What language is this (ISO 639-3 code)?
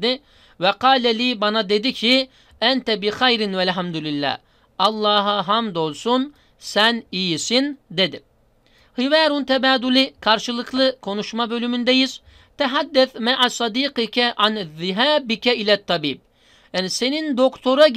tur